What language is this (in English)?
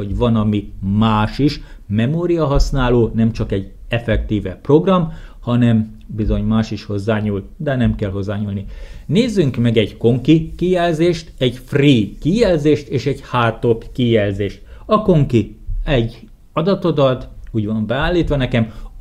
Hungarian